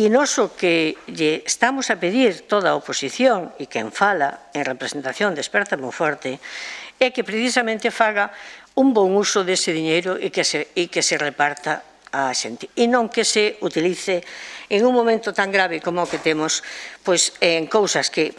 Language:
Galician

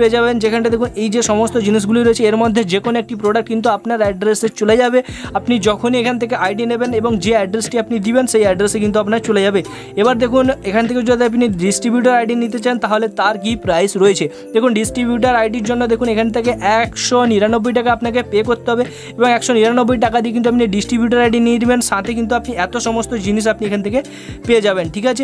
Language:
Bangla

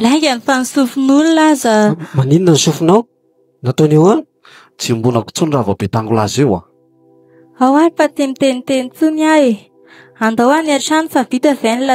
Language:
Malagasy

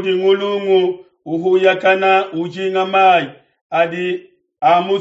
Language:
Luba-Lulua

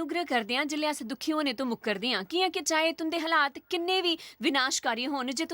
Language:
Dogri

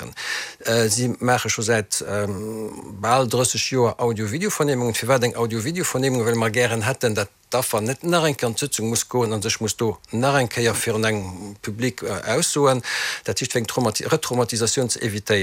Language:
Luxembourgish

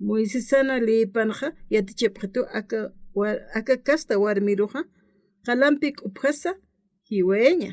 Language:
Aymara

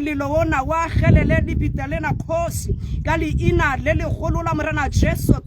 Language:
Tswana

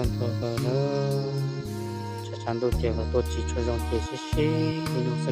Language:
Hmong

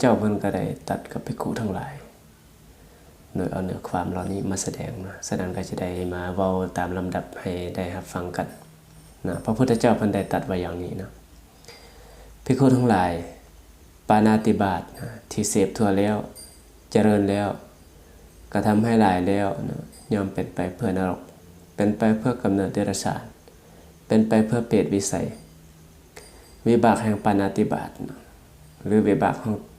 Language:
Lao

